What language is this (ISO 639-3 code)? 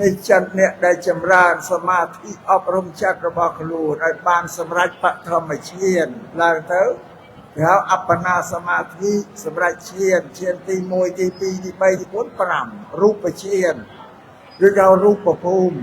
khm